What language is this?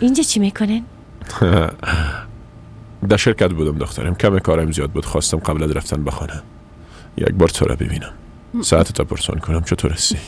Persian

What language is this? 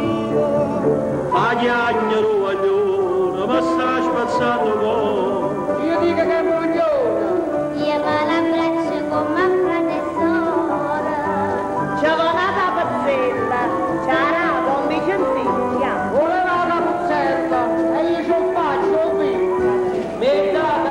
Neapolitan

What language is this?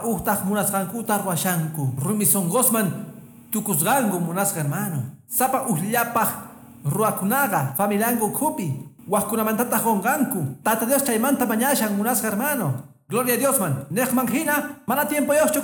Quechua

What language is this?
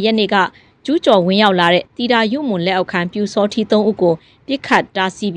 Burmese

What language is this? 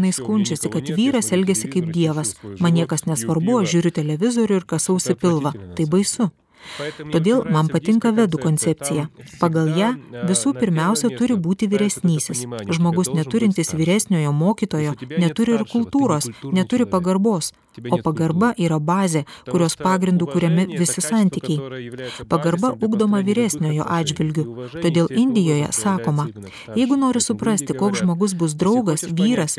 Lithuanian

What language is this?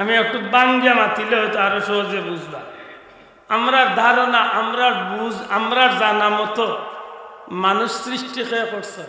Sylheti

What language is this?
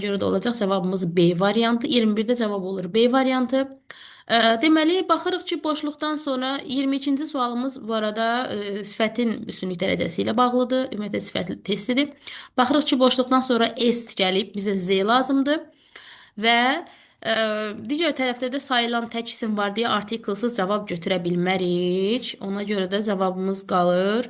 Azerbaijani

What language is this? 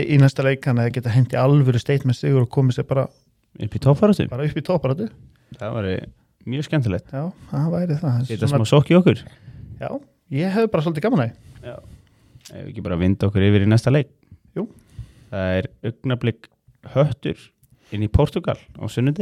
Icelandic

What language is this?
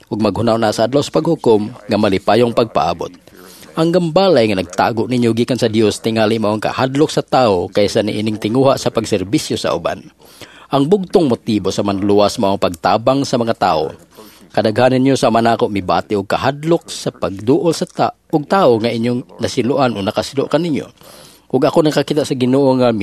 Cebuano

